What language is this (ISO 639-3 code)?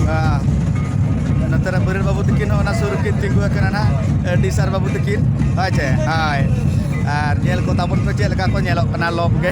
sat